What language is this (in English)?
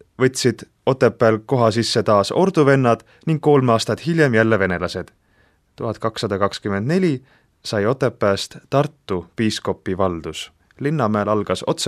Estonian